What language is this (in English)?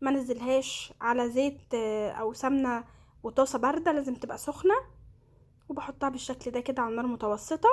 Egyptian Arabic